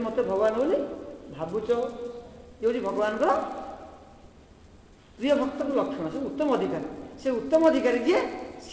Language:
Odia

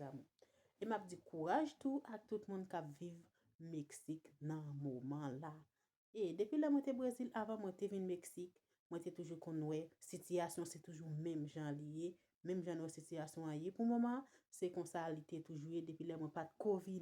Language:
Haitian Creole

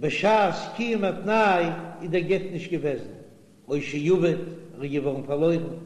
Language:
Yiddish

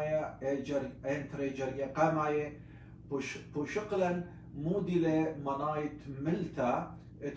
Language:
Assyrian Neo-Aramaic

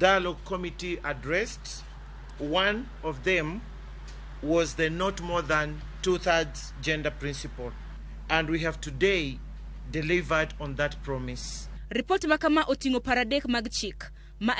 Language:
Luo (Kenya and Tanzania)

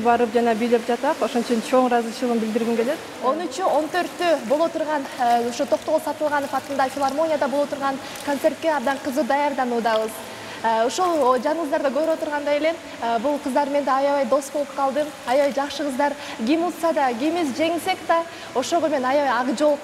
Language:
Kyrgyz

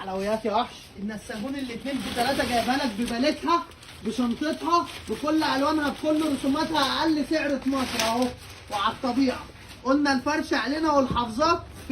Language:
Egyptian Arabic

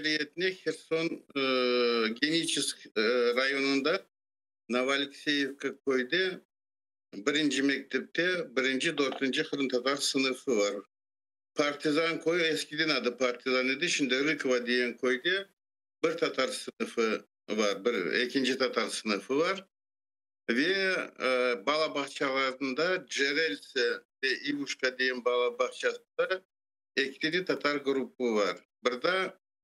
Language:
Crimean Tatar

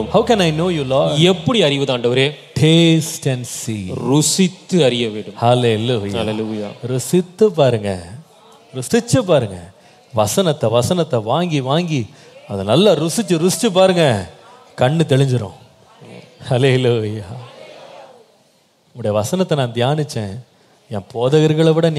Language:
Tamil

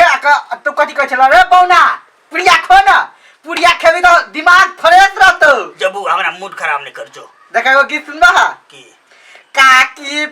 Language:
Maithili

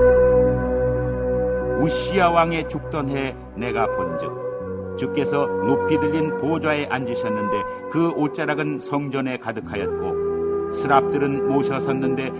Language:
Korean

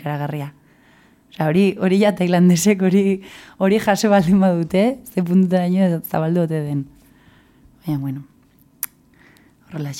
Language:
Basque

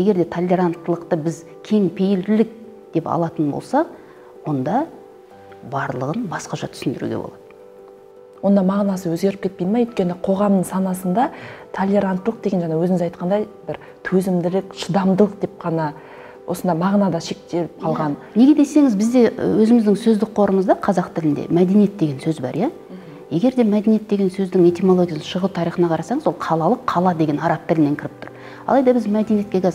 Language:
Kazakh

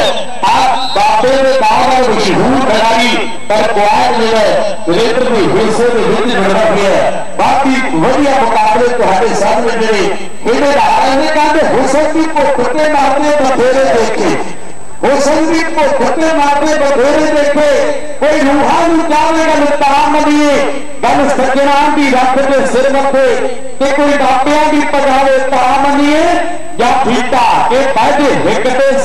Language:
Punjabi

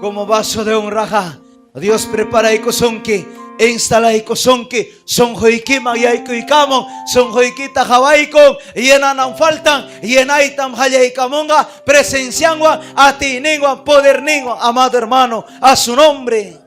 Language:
Ayacucho Quechua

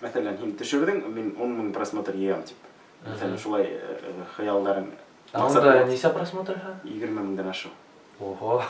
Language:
Bashkir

